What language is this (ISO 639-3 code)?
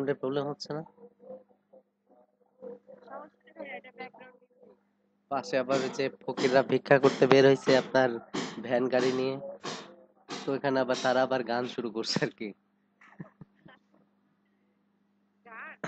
ben